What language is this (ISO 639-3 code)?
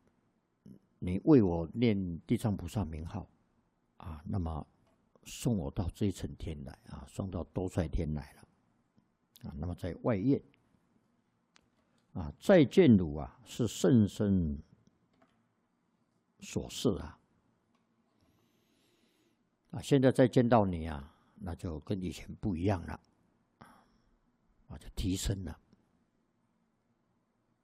zho